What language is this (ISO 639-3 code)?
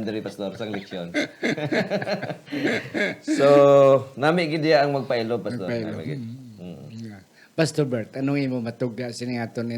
hil